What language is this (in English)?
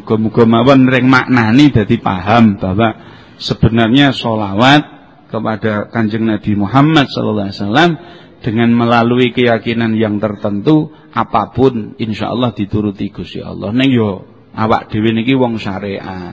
Javanese